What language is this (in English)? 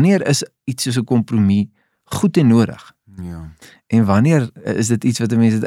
Afrikaans